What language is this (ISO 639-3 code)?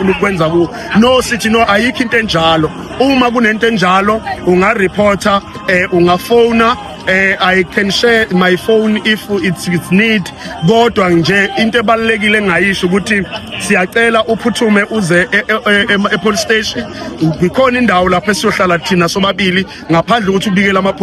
zul